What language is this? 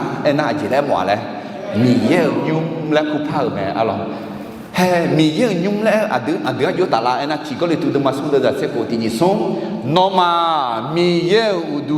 Akha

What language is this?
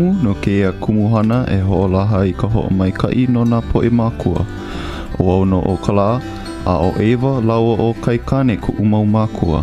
Hawaiian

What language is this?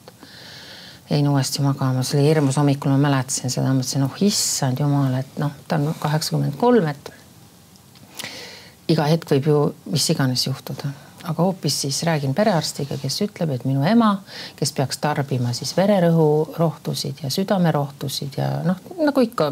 Estonian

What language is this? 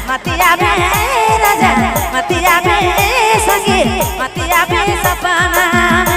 Sadri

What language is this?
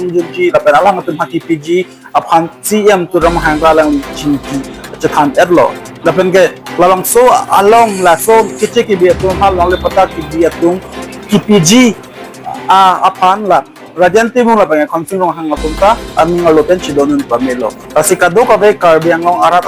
Karbi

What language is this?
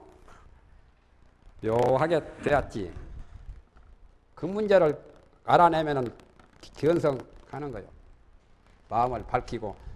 Korean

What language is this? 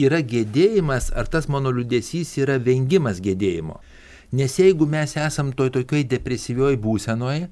Lithuanian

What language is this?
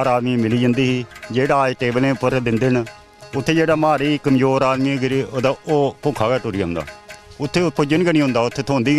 Dogri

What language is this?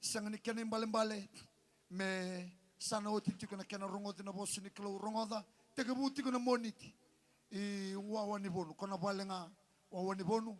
Fijian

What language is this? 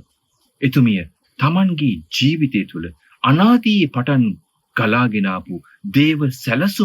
Sinhala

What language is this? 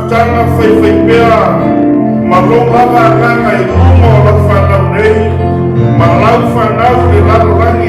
Samoan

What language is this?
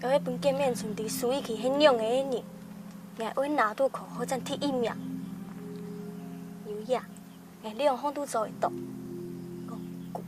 Hakka Chinese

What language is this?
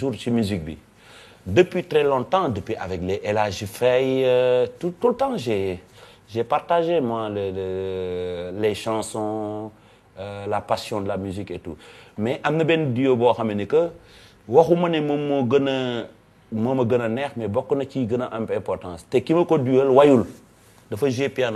Wolof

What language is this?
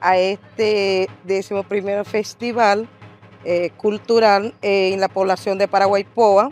Wayuu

